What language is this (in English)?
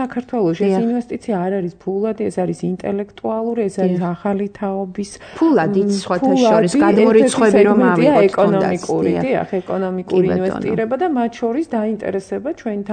Georgian